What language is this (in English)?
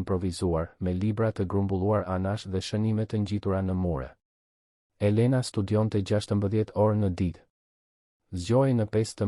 Albanian